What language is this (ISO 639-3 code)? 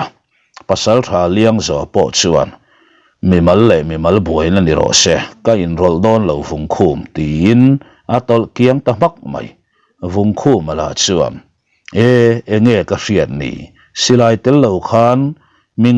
lus